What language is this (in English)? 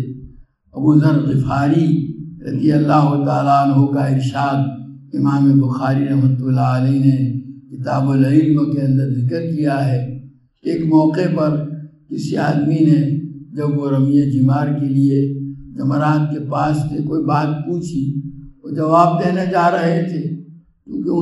Urdu